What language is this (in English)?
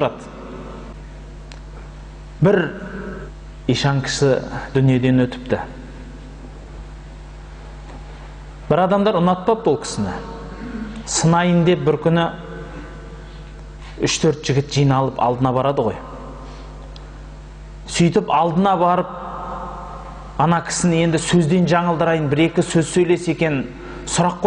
Kazakh